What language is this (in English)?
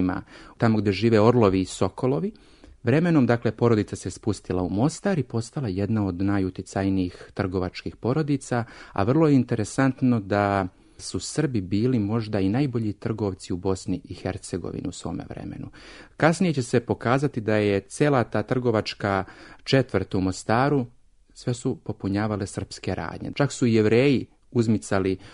Serbian